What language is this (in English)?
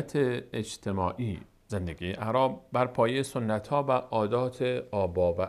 Persian